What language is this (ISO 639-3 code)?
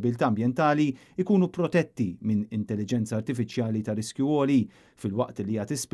mlt